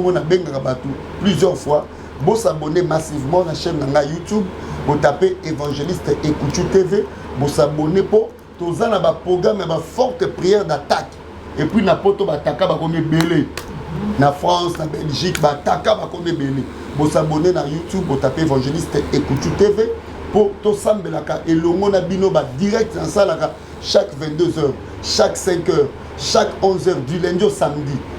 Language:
Lingala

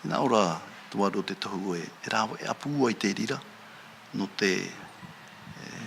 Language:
Tahitian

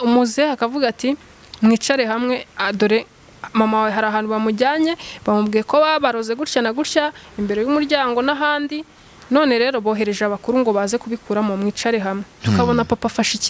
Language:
Kinyarwanda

